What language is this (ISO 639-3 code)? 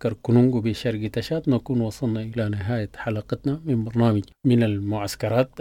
apd